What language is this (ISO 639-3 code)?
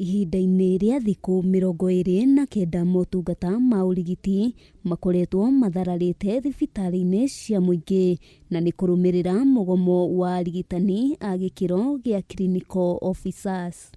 kik